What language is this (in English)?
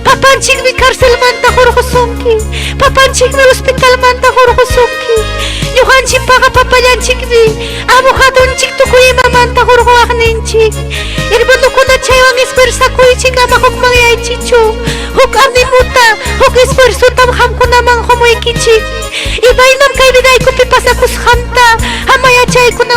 Ayacucho Quechua